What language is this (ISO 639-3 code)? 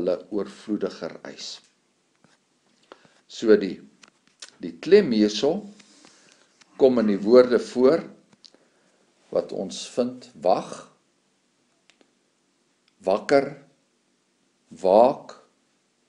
afr